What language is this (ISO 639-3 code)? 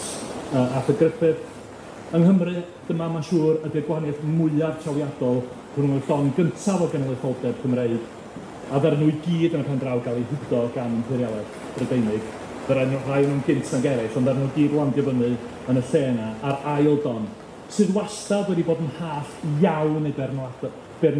cym